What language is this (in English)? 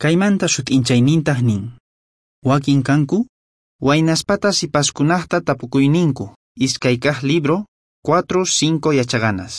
South Bolivian Quechua